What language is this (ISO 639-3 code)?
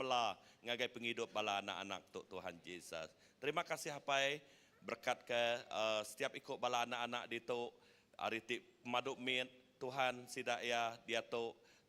iba